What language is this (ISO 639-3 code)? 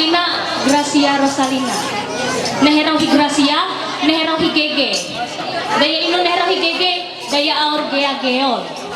mhy